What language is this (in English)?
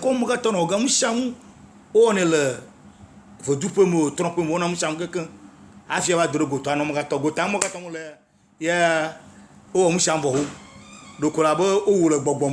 Ewe